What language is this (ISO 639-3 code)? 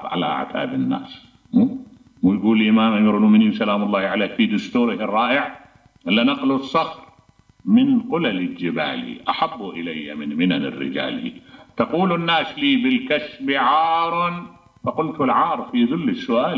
acm